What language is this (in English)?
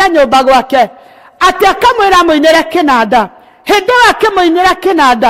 Kikuyu